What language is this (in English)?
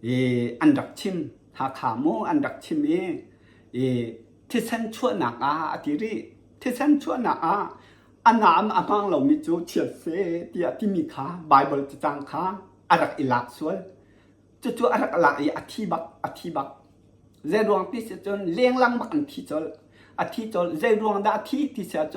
Hakha Chin